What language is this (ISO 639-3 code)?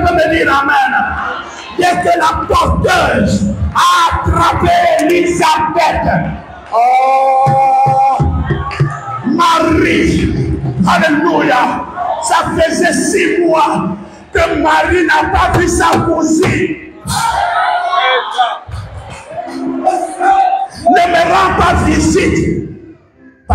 fra